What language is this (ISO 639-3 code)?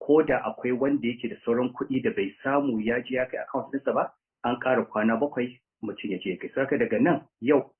hau